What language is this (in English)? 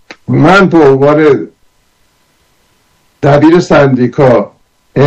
Persian